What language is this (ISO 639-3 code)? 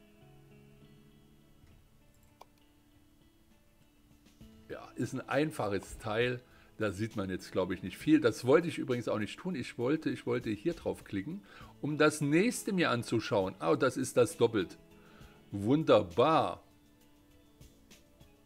deu